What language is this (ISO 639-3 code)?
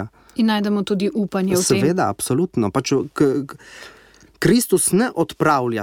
slv